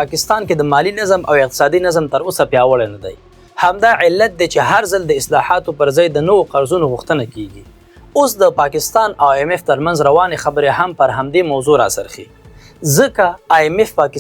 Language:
Pashto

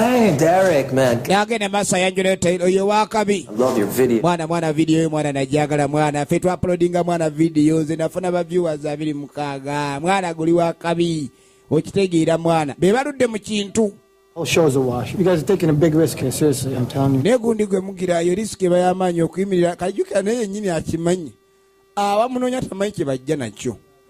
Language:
Ganda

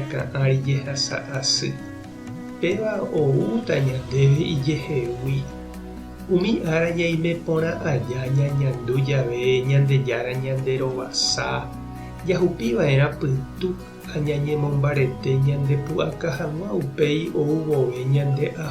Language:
Guarani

